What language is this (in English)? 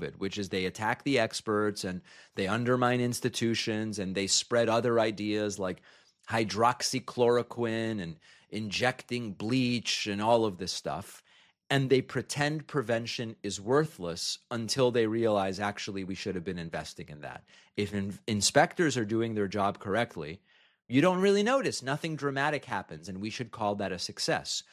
English